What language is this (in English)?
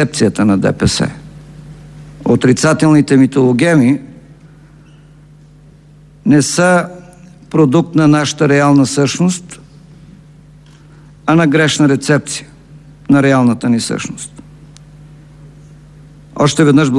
Bulgarian